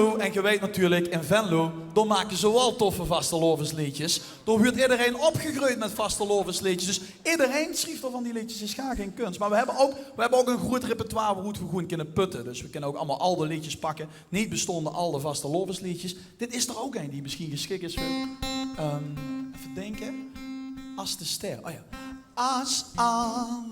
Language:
Limburgish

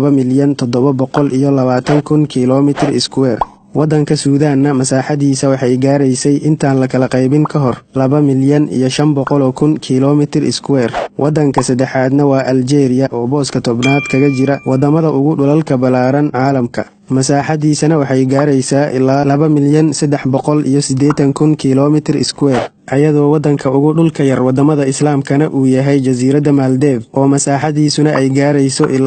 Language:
Somali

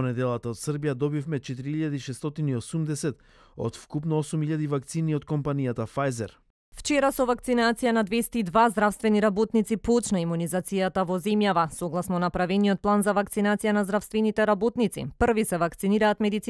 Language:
Macedonian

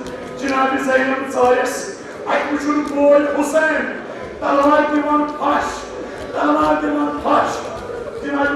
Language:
Kashmiri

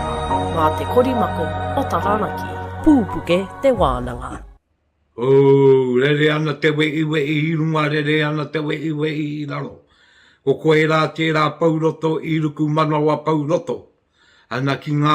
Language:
Māori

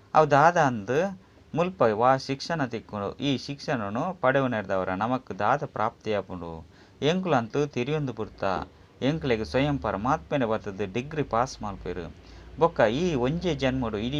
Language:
Tulu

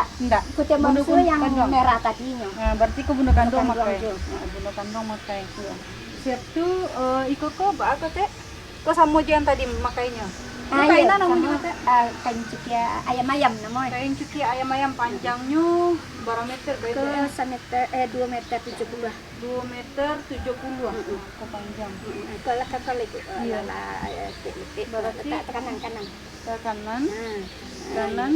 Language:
Minangkabau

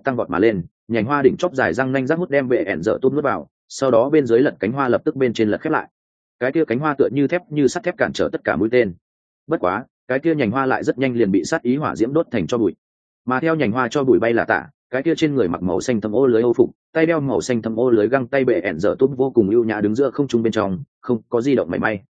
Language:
Vietnamese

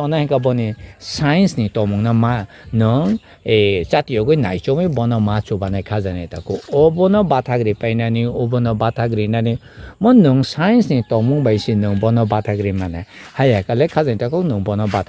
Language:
Kok Borok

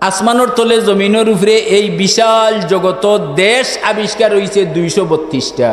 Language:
Sylheti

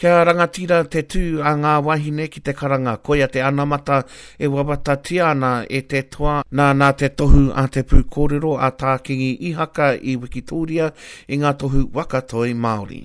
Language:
Māori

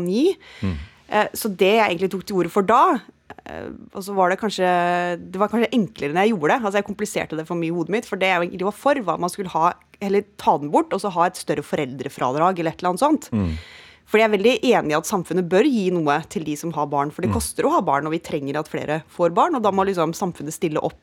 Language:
Norwegian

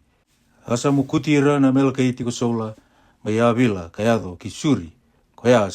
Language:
Fijian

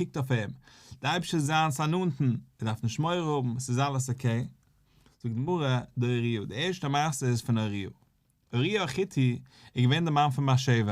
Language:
Yiddish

